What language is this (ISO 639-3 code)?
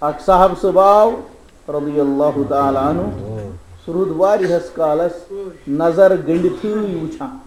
kas